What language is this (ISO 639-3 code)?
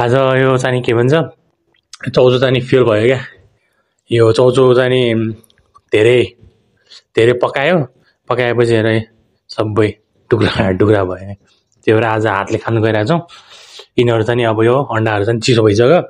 nep